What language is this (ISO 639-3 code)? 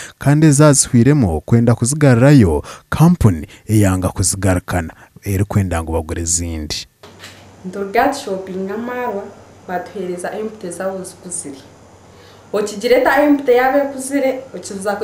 nyn